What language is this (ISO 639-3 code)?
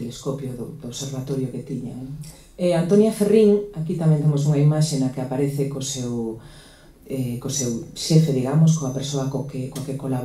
glg